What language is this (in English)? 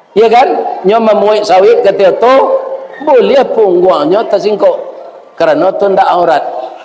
Minangkabau